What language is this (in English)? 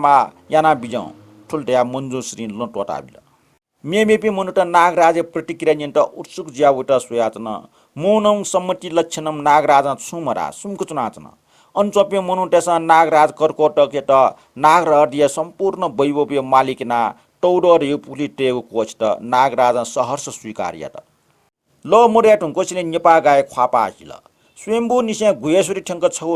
Newari